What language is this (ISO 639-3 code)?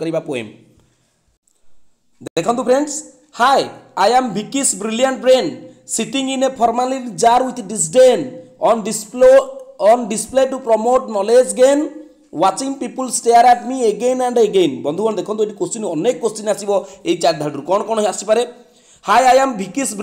ori